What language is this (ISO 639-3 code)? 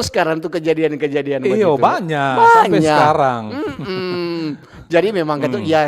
xmm